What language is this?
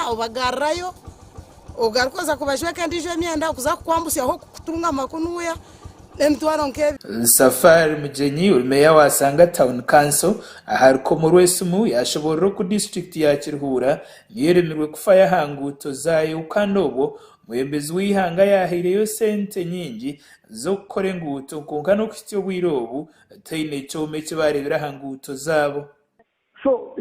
Nyankole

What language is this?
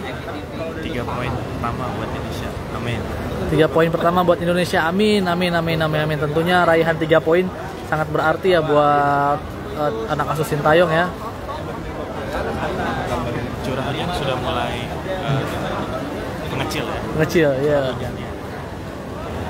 Indonesian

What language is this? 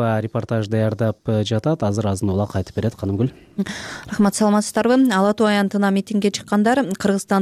Kyrgyz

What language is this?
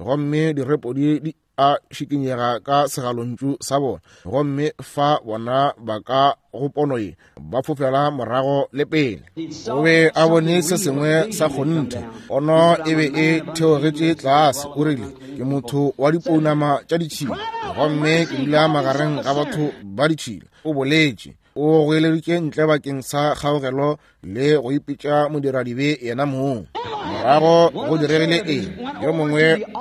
Northern Sotho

